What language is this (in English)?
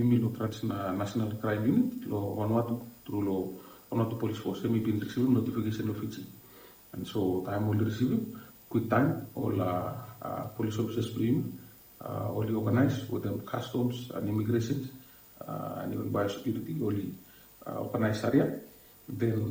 Bislama